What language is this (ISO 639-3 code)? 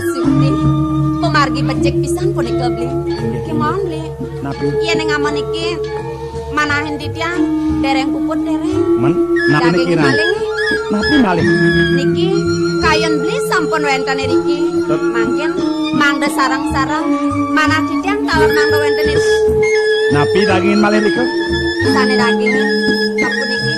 ban